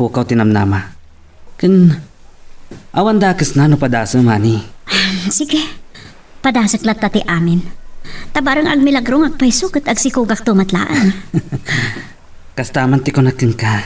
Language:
Iloko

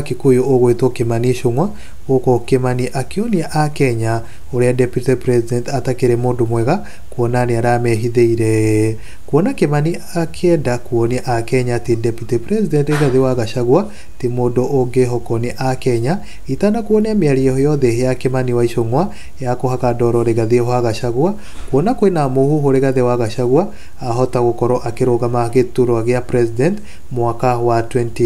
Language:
Kikuyu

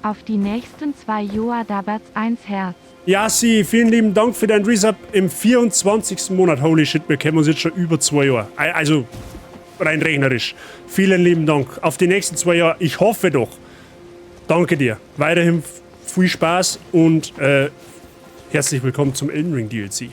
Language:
Bavarian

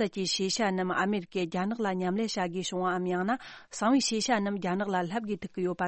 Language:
Tibetan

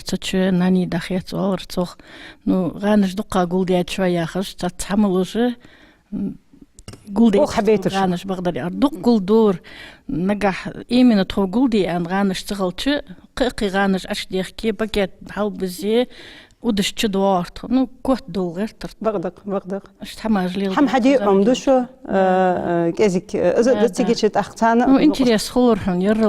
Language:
Ingush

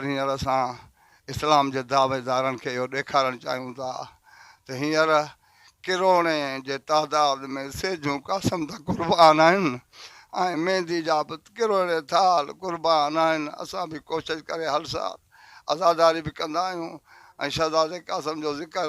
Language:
Sindhi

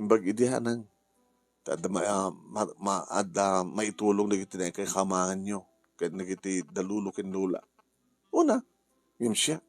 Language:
Iloko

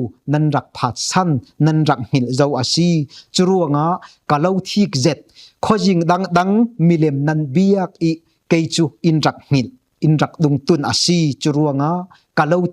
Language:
Falam Chin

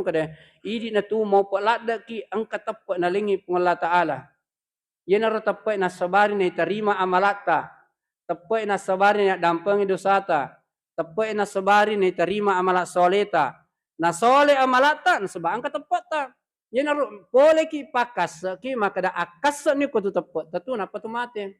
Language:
Buginese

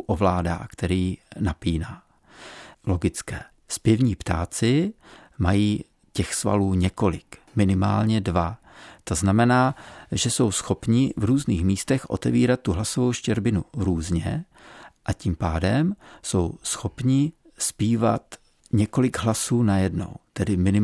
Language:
Czech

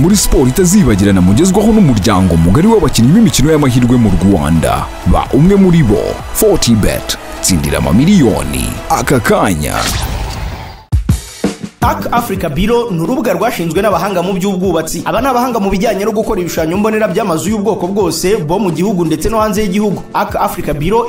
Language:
Kinyarwanda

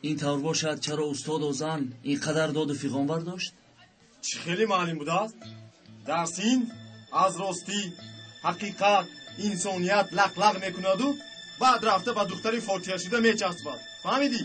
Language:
Tajik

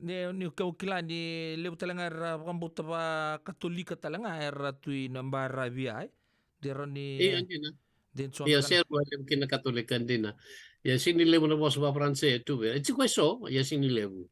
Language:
Fijian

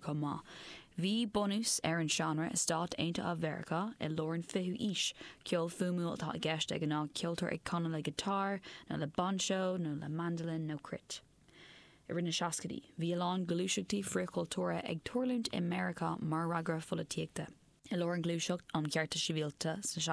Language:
Irish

